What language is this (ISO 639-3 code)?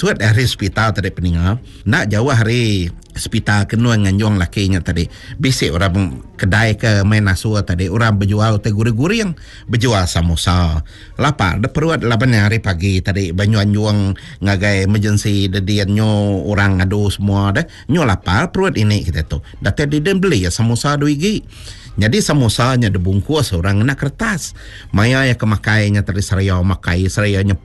iba